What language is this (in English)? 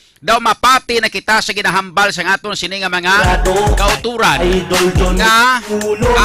Hiligaynon